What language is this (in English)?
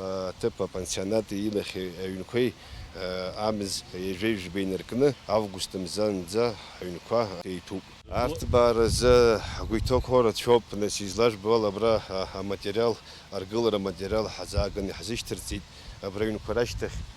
Abkhazian